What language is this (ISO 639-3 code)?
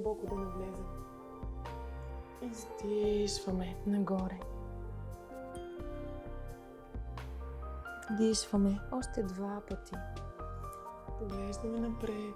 bul